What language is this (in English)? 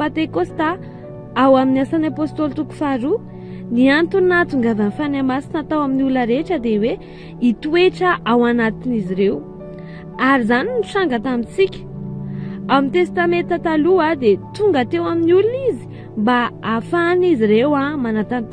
Malagasy